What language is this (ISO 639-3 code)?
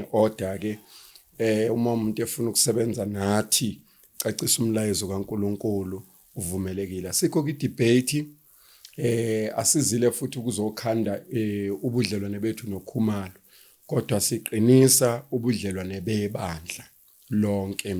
zul